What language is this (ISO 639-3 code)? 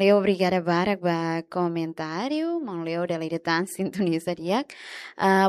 tet